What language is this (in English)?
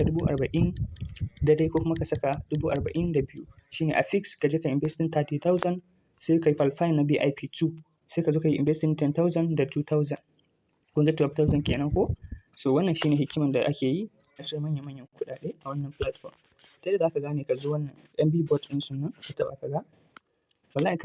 Hausa